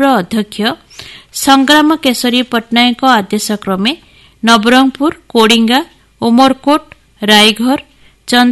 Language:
Odia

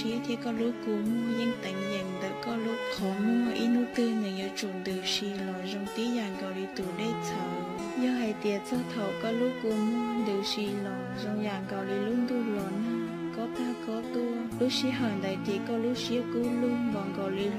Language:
Hmong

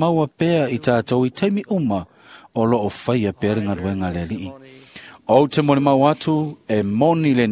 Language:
Samoan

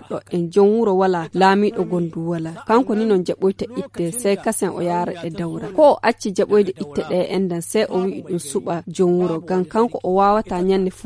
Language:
Fula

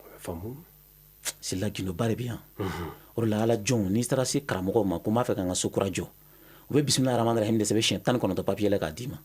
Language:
Bambara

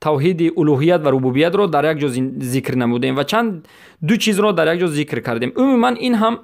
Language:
Persian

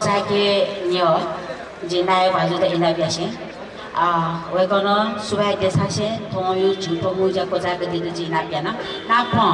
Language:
Newari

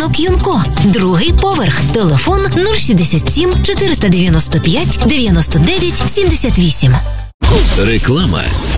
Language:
Ukrainian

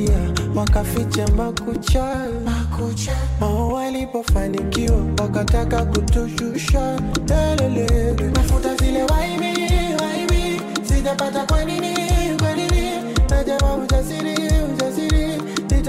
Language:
Swahili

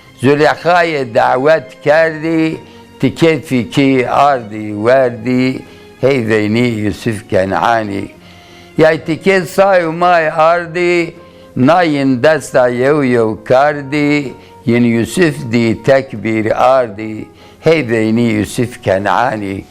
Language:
Zaza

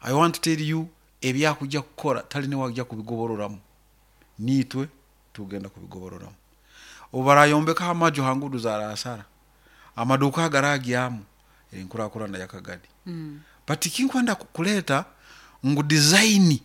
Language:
Nyoro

